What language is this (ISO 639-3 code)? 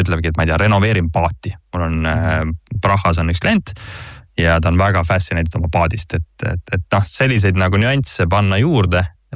est